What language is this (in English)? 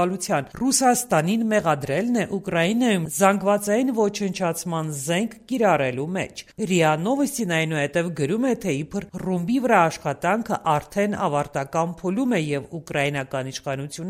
Armenian